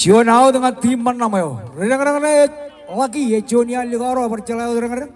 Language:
Marshallese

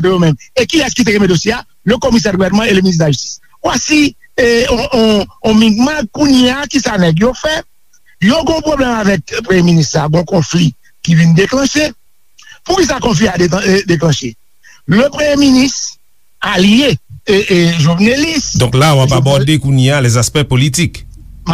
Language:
Haitian Creole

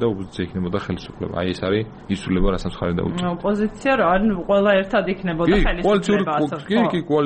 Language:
Georgian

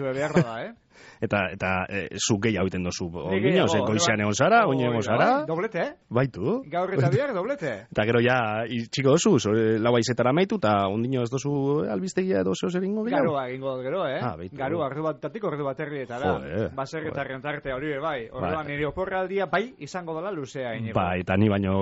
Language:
Basque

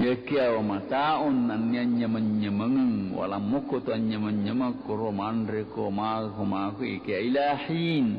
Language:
Buginese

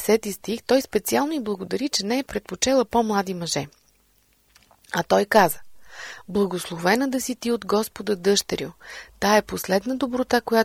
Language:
Bulgarian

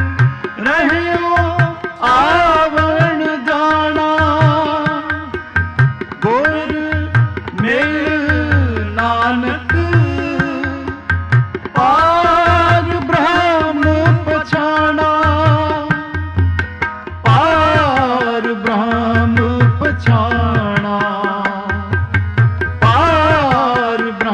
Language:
Punjabi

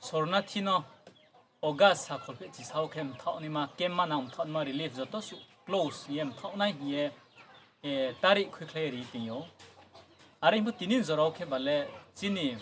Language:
Riang (India)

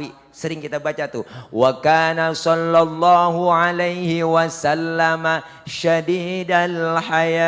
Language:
Betawi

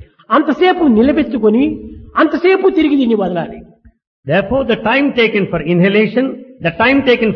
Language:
Telugu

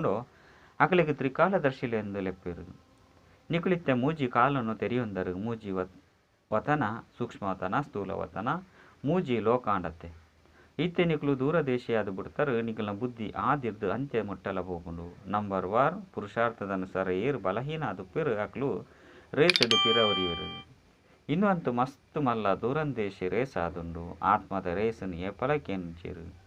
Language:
Tulu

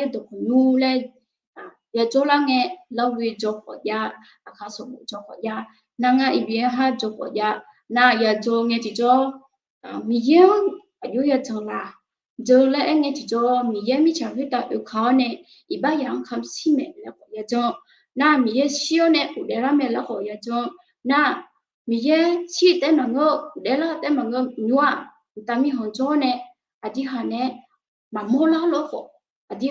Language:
Akha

